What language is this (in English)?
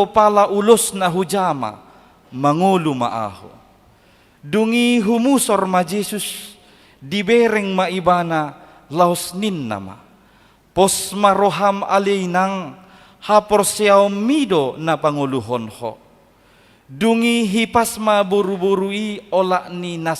Batak Toba